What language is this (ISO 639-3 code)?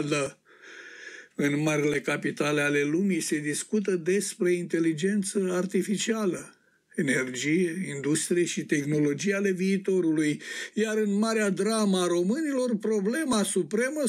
ron